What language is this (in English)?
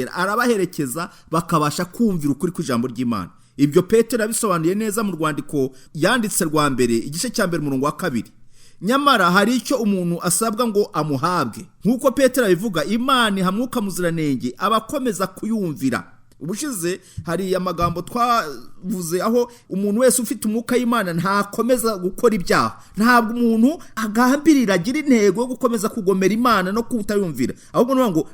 Kinyarwanda